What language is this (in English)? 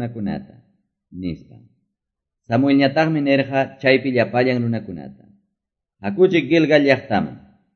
Quechua